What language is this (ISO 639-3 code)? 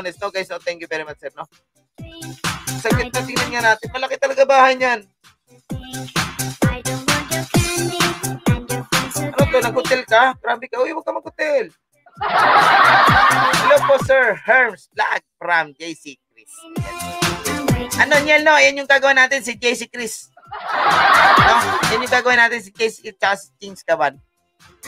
fil